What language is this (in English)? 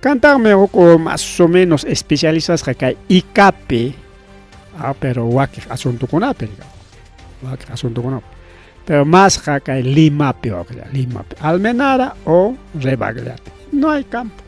Ayacucho Quechua